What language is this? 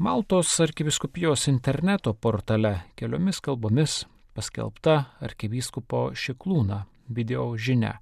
Lithuanian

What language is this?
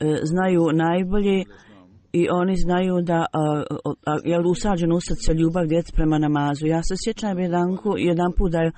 Bosnian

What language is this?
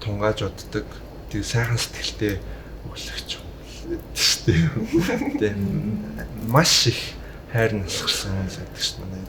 Mongolian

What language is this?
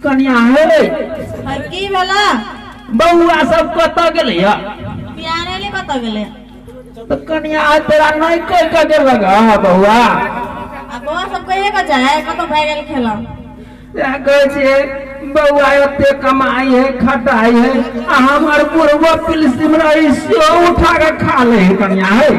Maithili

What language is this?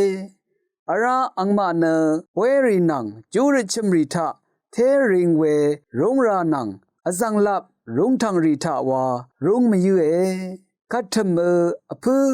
Rawang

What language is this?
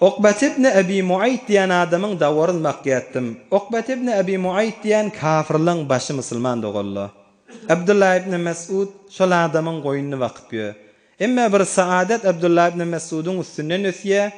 Turkmen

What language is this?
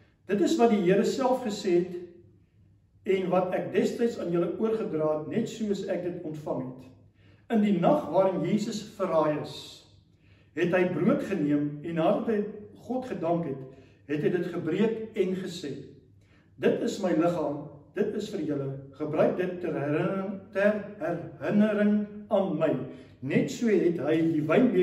Afrikaans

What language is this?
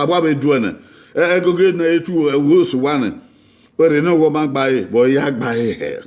Bini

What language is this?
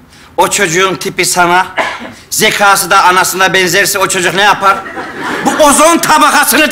Turkish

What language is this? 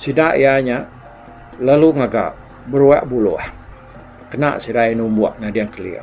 Iban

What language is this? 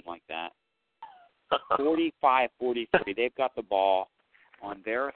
English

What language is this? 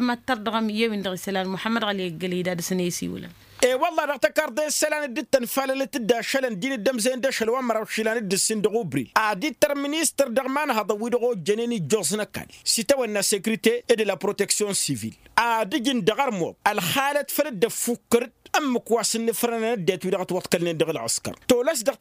Tamasheq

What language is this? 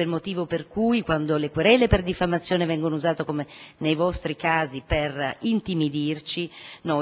Italian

